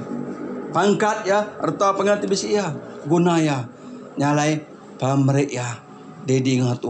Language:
Iban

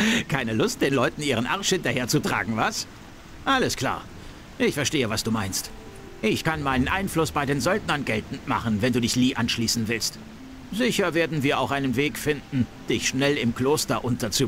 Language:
Bavarian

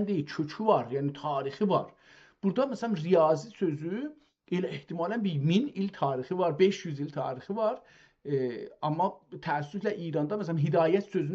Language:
South Azerbaijani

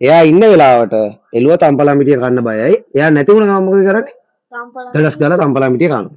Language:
Sinhala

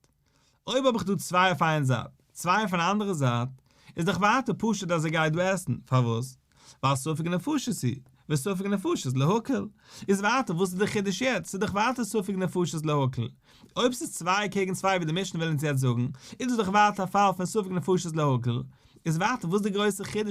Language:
Yiddish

